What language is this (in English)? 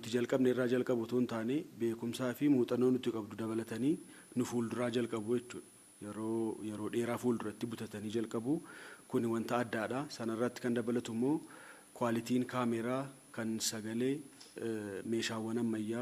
Oromo